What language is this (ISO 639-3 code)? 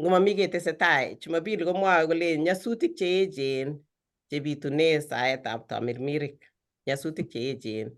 kln